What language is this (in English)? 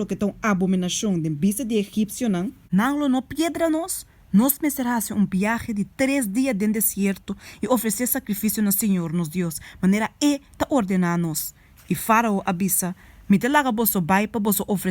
Papiamento